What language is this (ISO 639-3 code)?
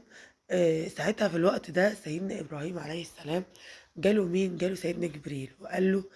arz